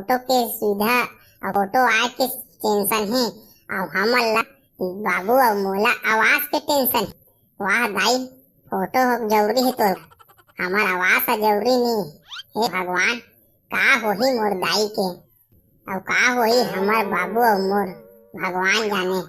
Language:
Chhattisgarhi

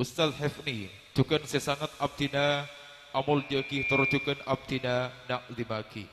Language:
Madurese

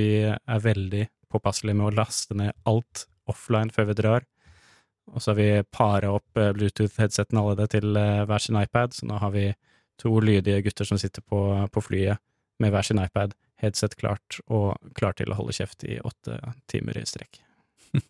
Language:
Norwegian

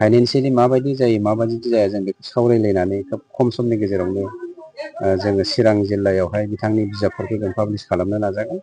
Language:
Bodo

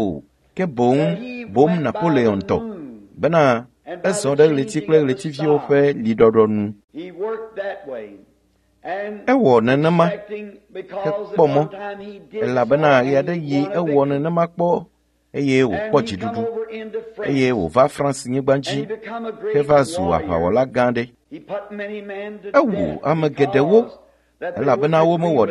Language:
Ewe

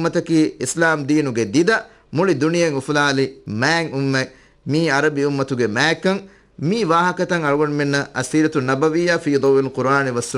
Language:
Divehi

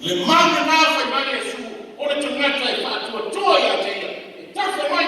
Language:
Samoan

